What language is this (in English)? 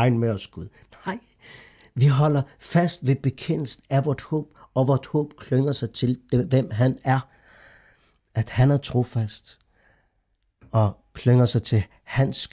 Danish